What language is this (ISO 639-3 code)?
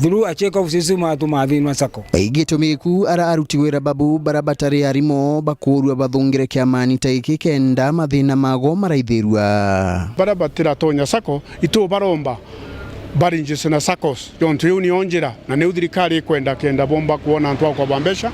mer